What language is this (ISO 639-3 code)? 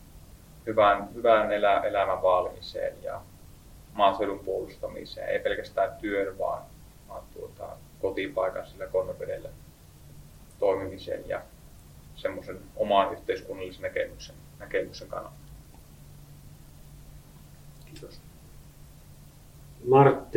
fin